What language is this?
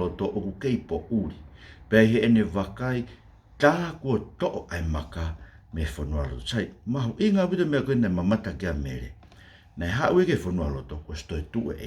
Tongan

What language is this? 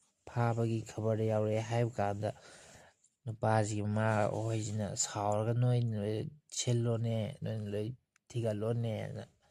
Manipuri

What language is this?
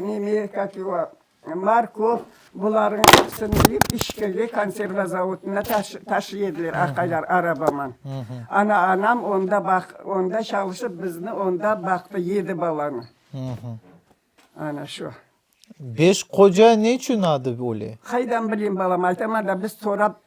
Crimean Tatar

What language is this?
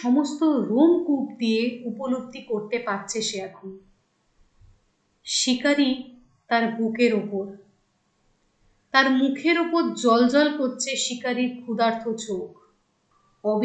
Bangla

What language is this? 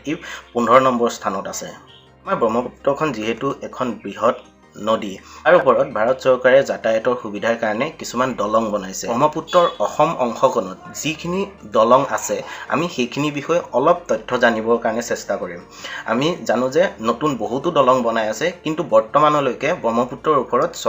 Assamese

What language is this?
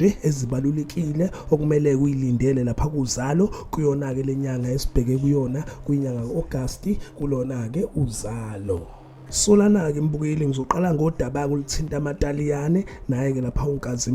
Zulu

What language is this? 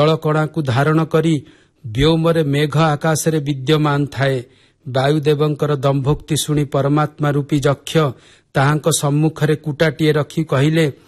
Odia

